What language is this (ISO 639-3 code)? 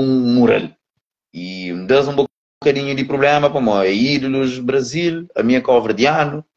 kea